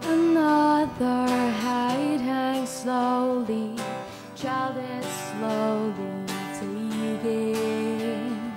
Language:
Kalaallisut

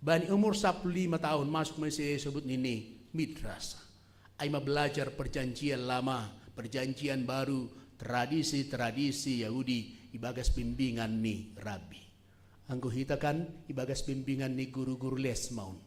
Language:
Batak Simalungun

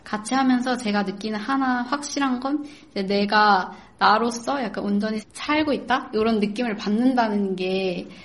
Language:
Korean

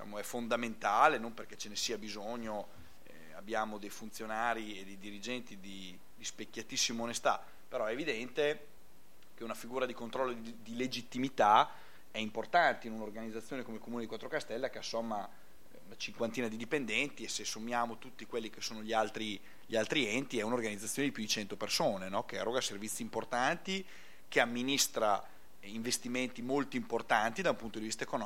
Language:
Italian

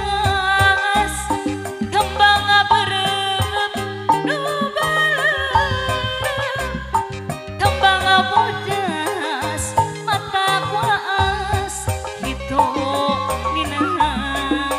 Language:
Sundanese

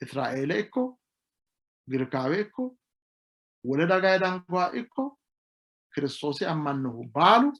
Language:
Sidamo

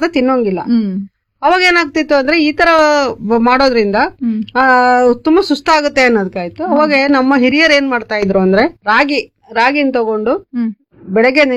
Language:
Kannada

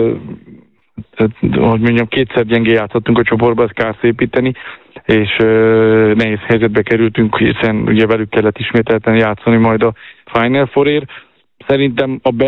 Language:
Hungarian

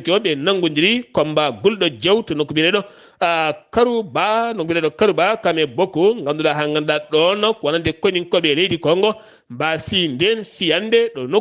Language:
Fula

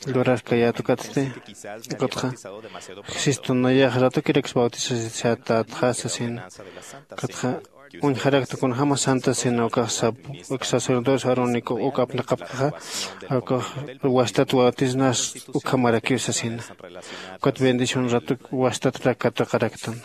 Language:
Aymara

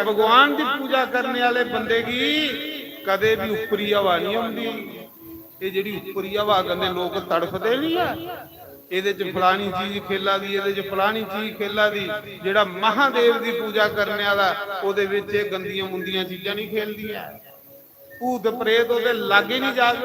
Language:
Dogri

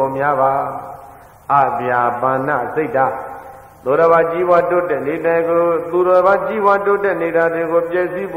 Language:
Burmese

